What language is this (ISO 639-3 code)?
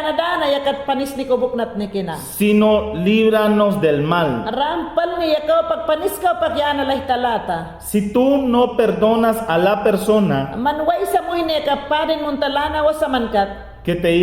yan